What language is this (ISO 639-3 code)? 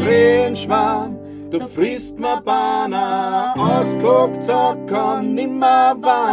bar